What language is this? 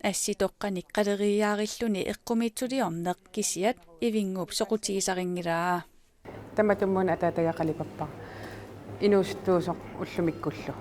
Kalaallisut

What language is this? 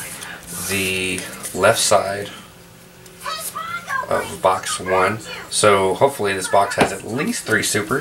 English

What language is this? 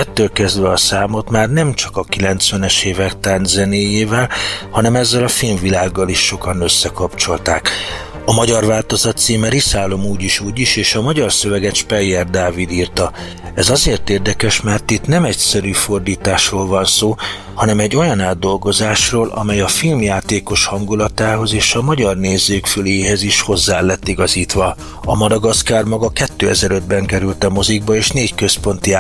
Hungarian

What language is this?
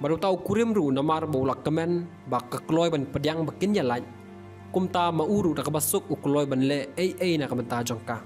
Khasi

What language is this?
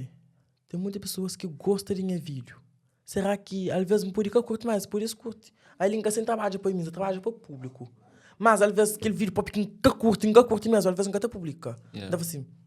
Kabuverdianu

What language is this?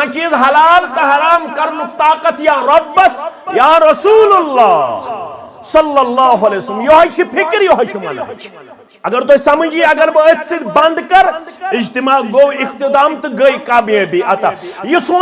Kashmiri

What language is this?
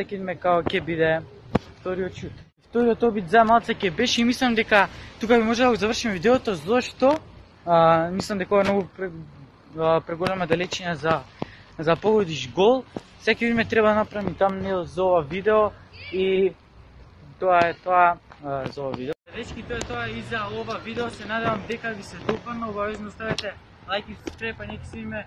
Macedonian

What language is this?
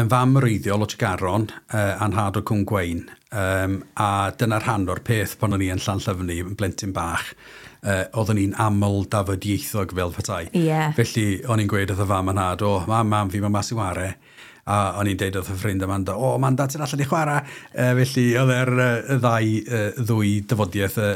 Welsh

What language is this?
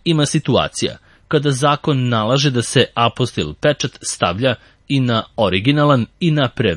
Serbian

